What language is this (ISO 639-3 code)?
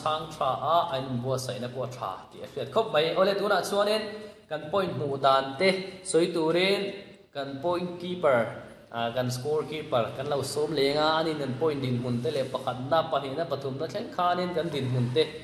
lus